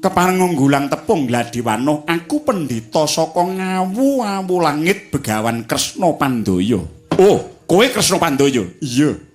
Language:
Javanese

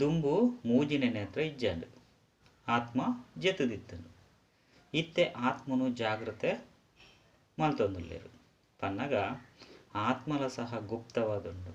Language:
Tulu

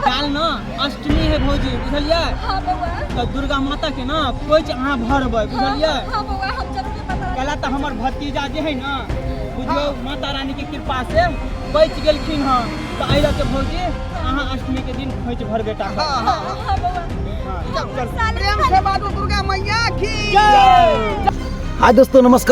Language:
Maithili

